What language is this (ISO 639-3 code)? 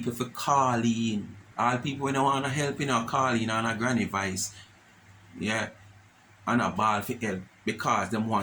jam